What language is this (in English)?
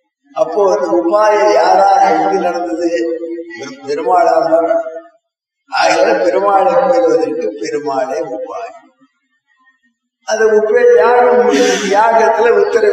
Tamil